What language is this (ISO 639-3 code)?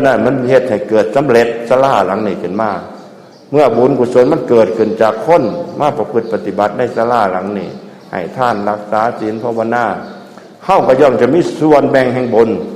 tts